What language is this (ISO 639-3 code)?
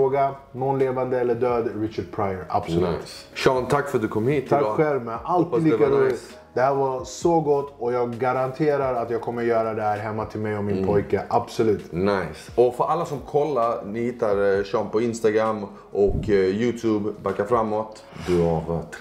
swe